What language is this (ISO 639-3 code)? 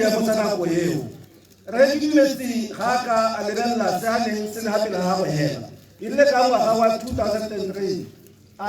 tsn